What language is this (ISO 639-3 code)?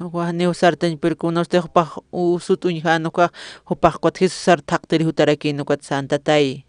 aym